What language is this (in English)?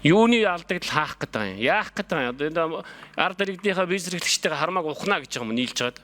Mongolian